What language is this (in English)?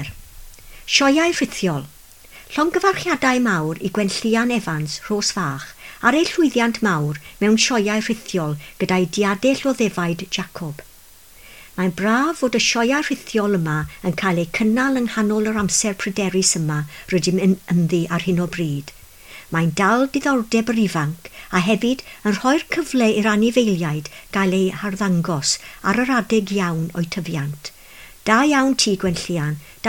Welsh